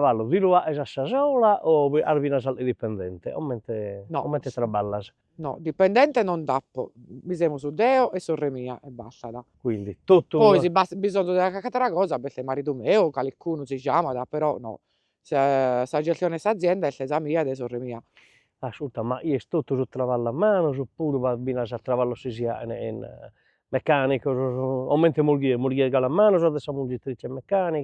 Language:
Sardinian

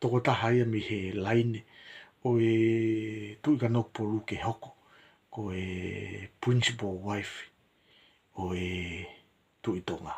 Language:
Tongan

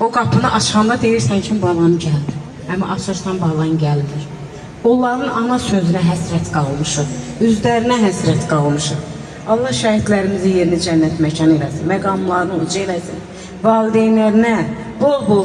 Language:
Azerbaijani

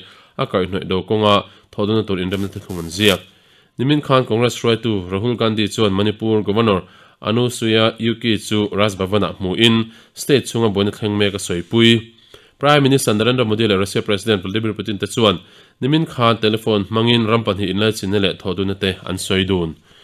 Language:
Mizo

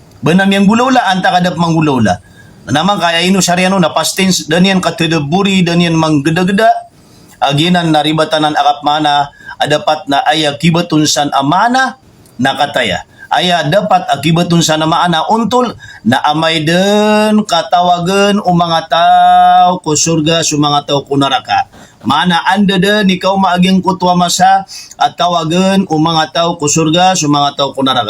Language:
Maranao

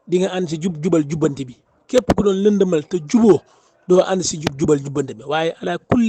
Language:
Wolof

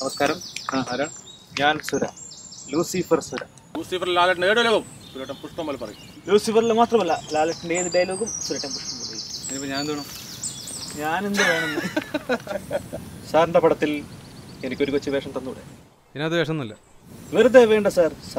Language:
Malayalam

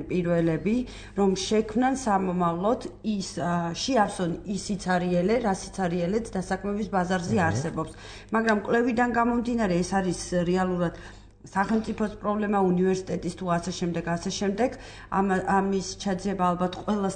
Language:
Georgian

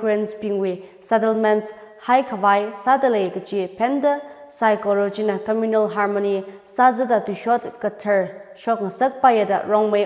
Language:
Tangkhul Naga (India)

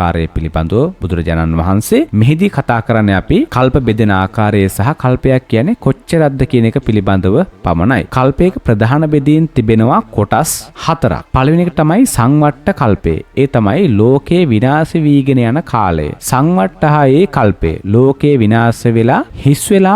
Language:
Sinhala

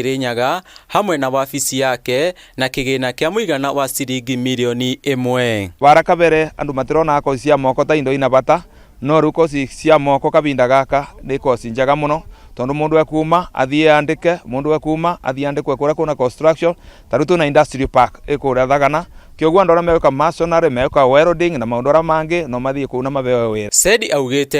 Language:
Kikuyu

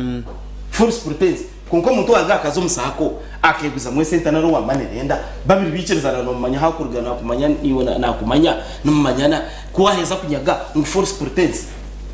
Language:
Nyankole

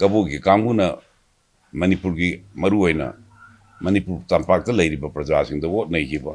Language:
Manipuri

